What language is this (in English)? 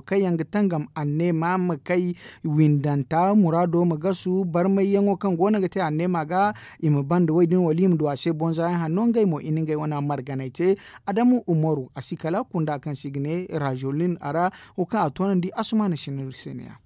Zarma